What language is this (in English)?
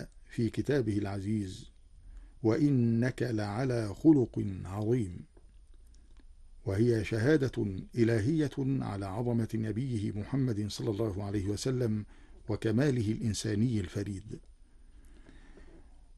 Arabic